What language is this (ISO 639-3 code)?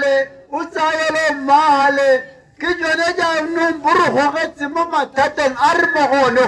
tsn